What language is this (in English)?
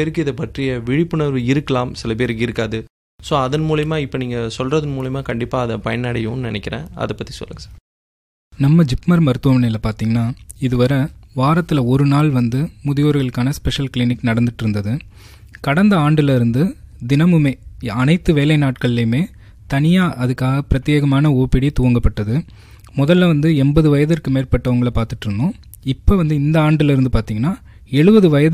Tamil